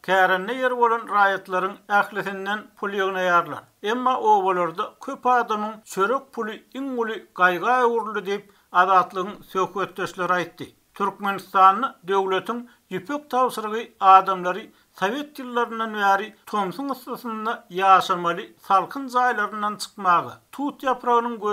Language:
Turkmen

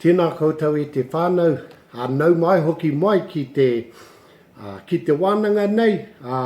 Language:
Māori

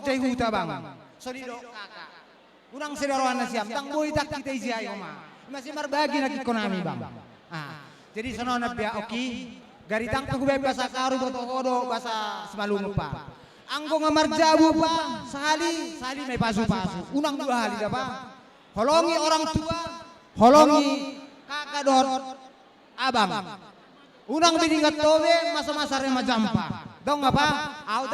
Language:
Batak Karo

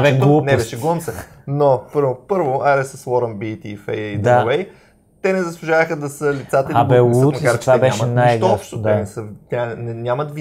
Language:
Bulgarian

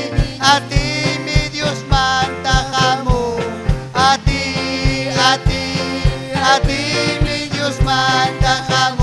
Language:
Ayacucho Quechua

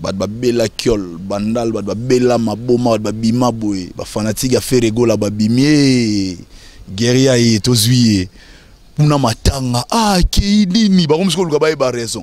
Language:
Lingala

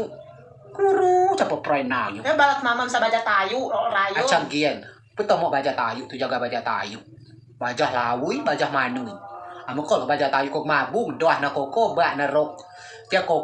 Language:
Rejang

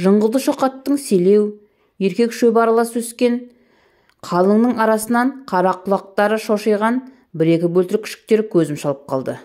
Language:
Kazakh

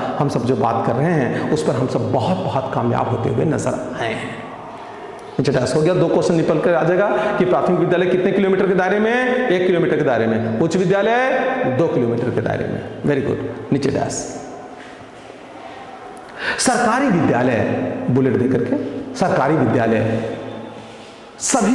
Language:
Hindi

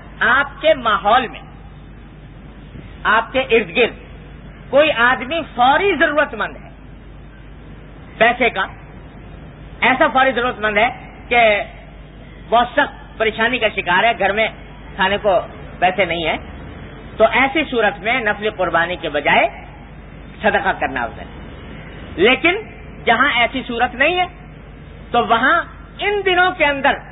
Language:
Urdu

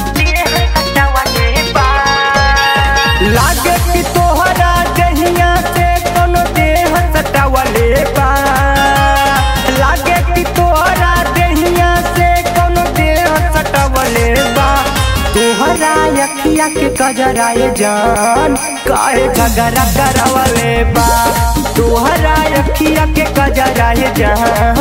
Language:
Bhojpuri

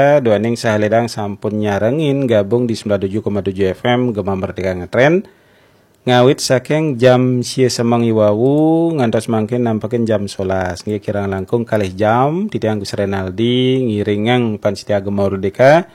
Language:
Balinese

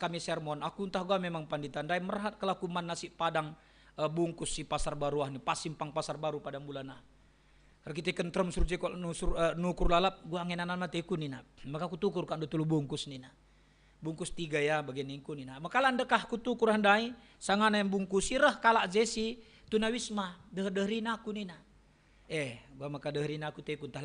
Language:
Batak Karo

